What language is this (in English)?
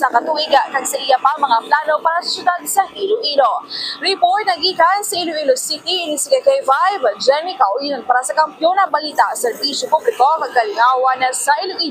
Hiligaynon